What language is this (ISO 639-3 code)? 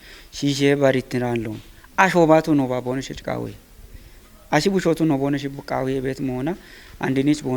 kbr